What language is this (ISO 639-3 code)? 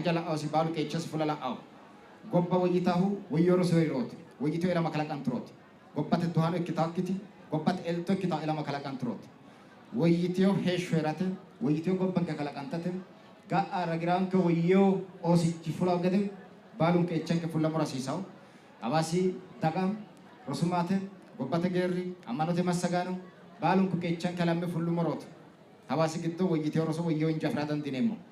sid